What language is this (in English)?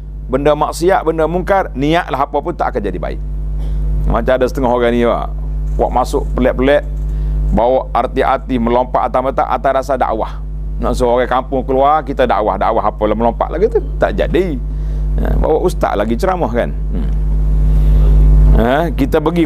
Malay